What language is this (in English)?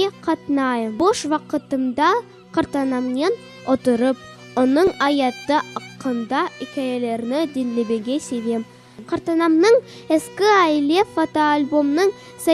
Crimean Tatar